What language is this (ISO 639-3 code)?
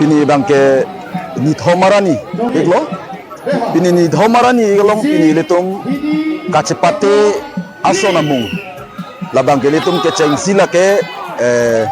mjw